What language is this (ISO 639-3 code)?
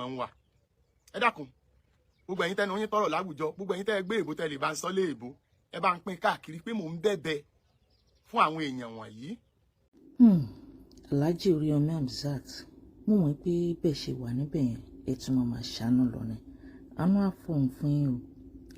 yor